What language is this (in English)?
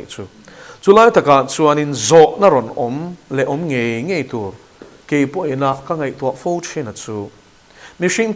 Mizo